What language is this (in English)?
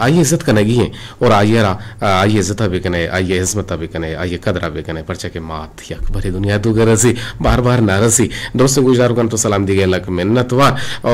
Eastern Balochi